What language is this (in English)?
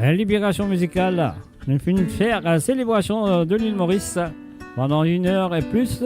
Morisyen